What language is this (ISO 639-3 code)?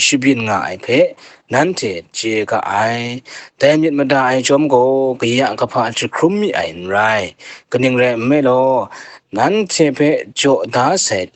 kac